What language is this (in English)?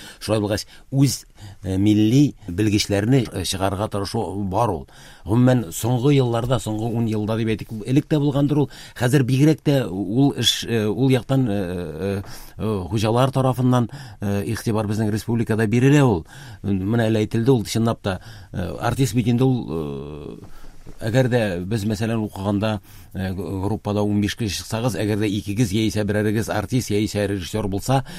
Tatar